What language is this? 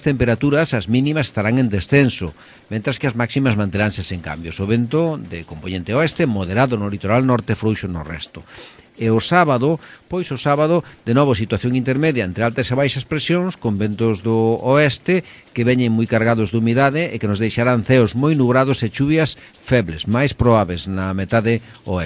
Galician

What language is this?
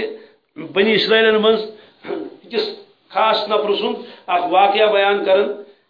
Kashmiri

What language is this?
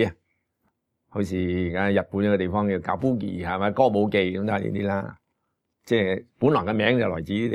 Cantonese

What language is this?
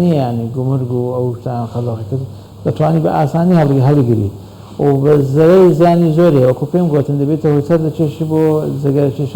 Central Kurdish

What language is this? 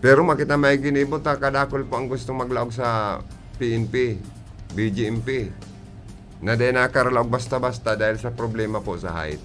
Bikol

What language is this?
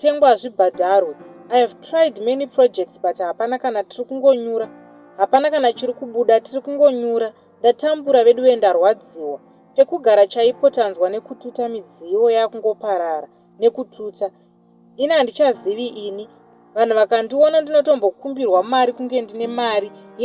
Shona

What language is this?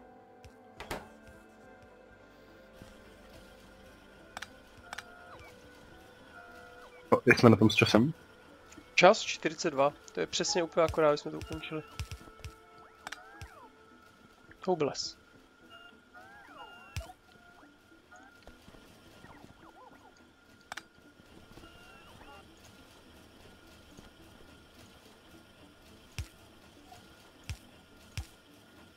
Czech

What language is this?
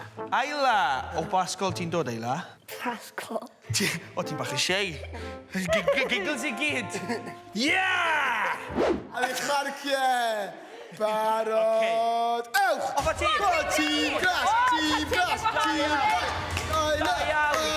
Welsh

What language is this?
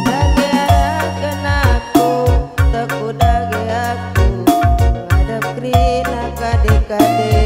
Batak Karo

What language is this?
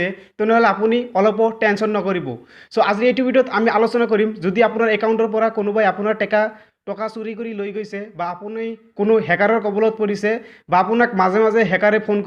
Assamese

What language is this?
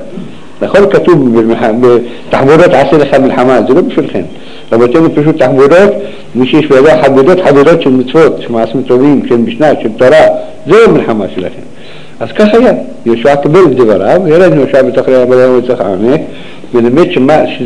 Hebrew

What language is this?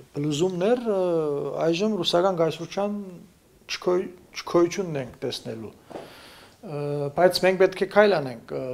Armenian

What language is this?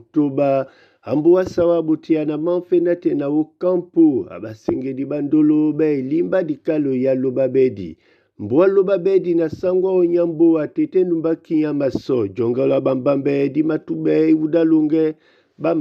Duala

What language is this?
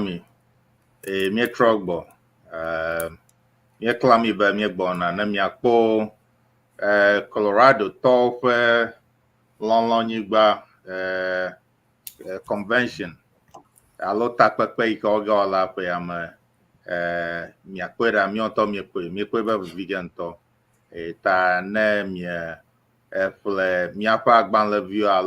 Ewe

